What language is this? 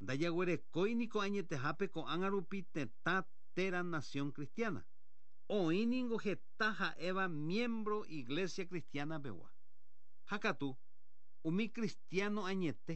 Guarani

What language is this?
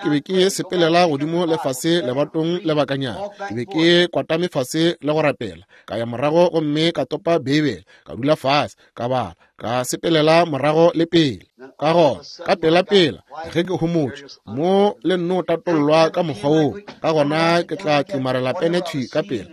Northern Sotho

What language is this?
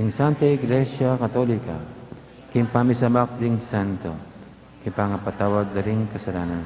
Pampanga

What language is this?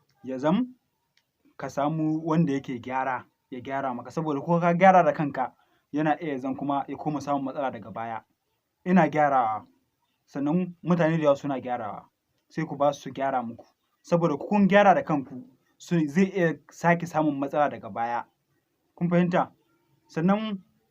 Hausa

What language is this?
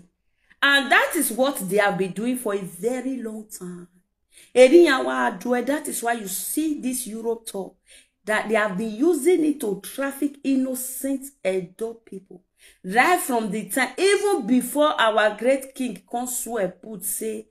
Nigerian Pidgin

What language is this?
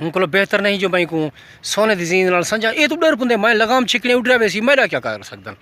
Saraiki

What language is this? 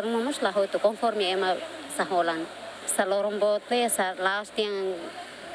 Tetum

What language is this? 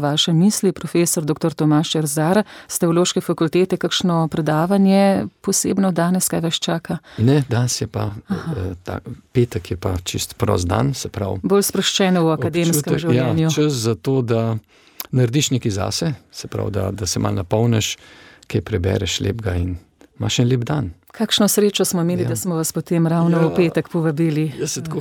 Slovenian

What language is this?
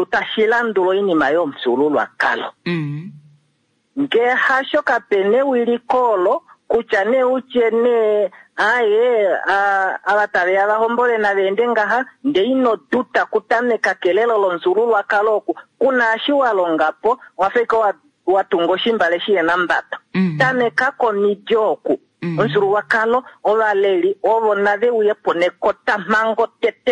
Kuanyama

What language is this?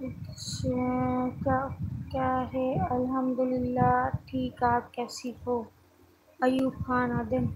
Saraiki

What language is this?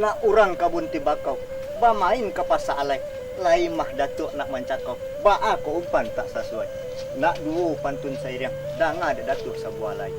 Minangkabau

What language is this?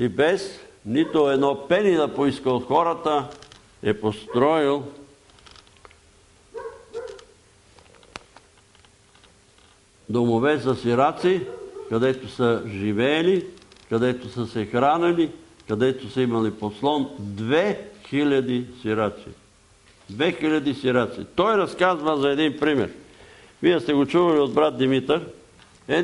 Bulgarian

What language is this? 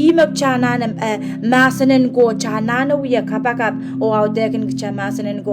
Pohnpeian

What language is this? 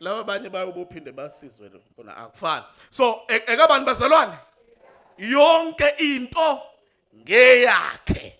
Zulu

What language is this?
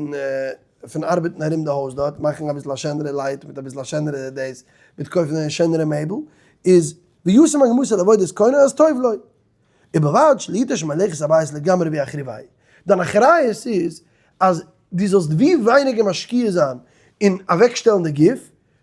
Yiddish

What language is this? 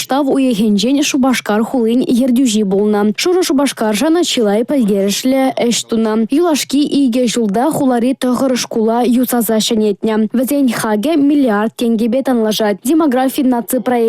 Chuvash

